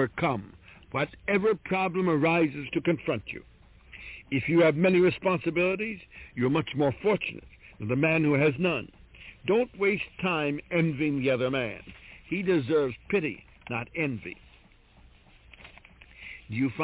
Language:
English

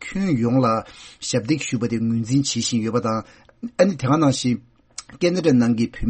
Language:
Tibetan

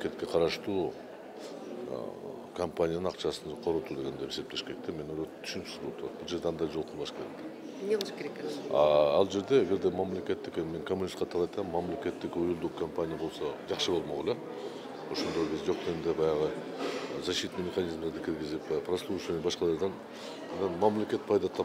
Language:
Kyrgyz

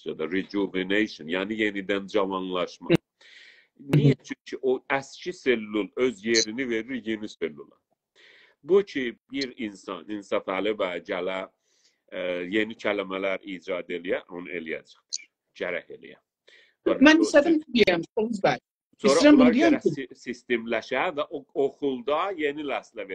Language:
South Azerbaijani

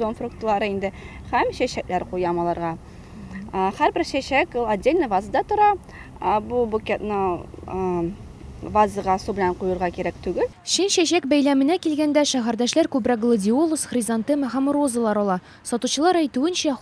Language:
Tatar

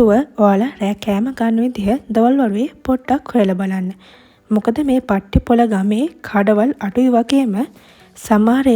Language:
Sinhala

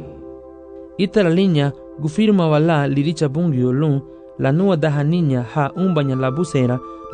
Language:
Garifuna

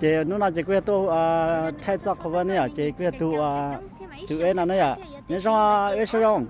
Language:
Hmong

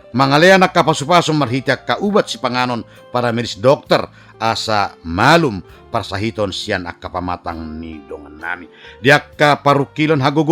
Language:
Batak Toba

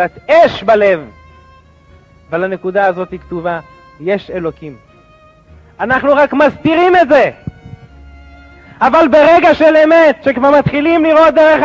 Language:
Hebrew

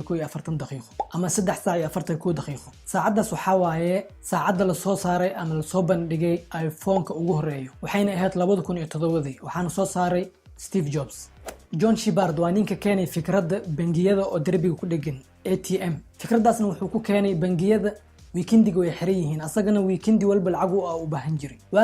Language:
Somali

